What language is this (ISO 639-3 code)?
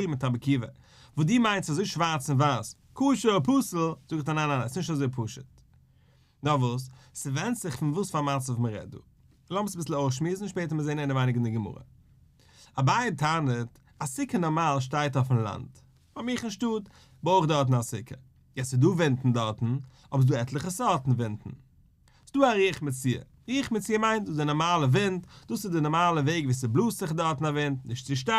yid